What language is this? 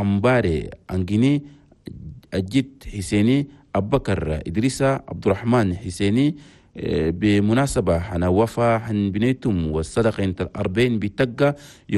Chadian Arabic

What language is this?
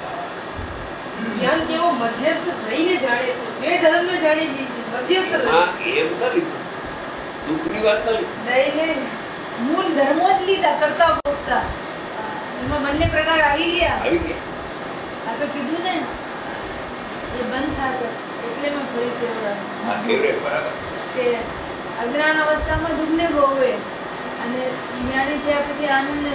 Gujarati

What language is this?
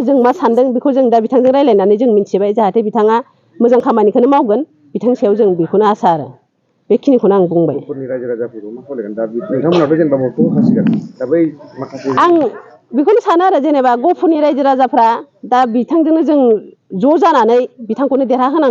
Bodo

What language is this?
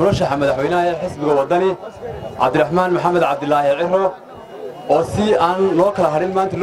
Somali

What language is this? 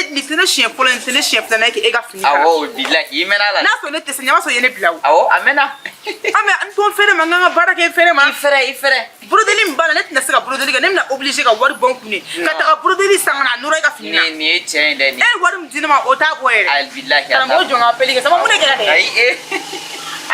Bambara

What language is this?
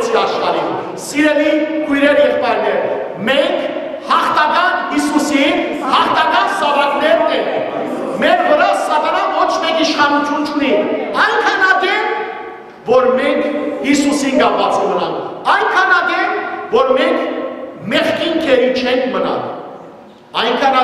Western Armenian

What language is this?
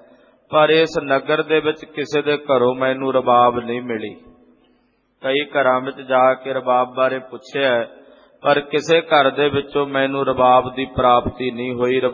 Punjabi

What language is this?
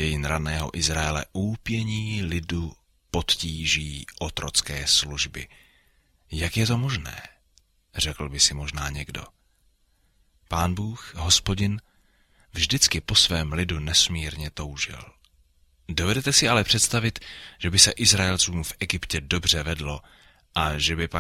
Czech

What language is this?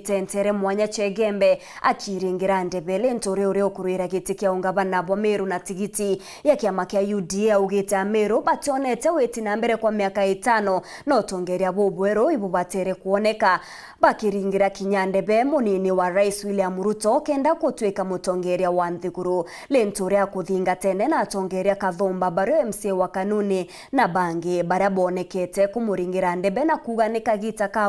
Meru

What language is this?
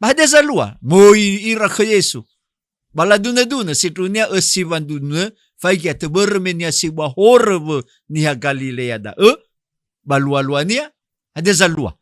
Nias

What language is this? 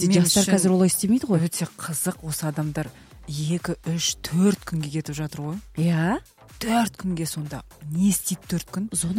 Kazakh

